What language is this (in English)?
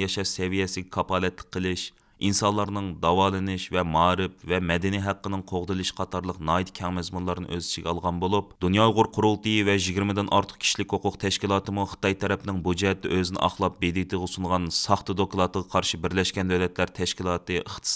Uyghur